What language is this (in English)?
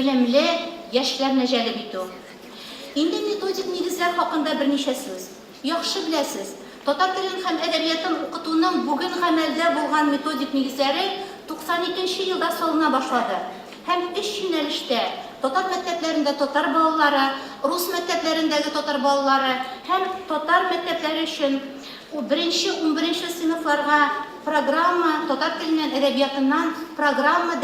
Tatar